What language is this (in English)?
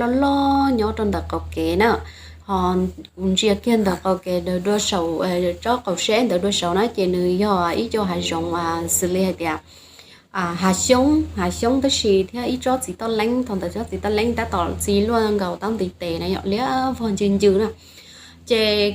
Hmong